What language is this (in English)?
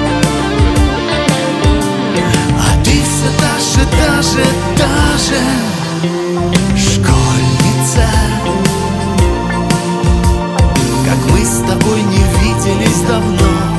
Russian